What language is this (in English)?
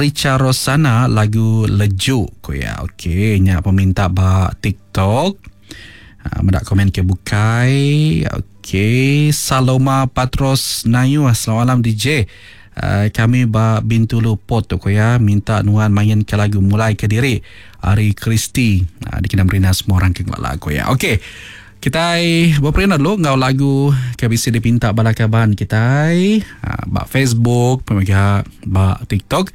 Iban